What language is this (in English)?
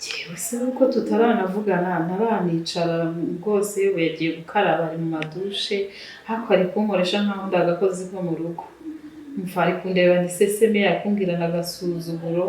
Kinyarwanda